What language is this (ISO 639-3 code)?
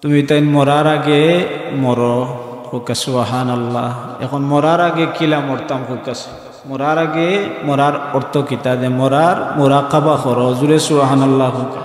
syl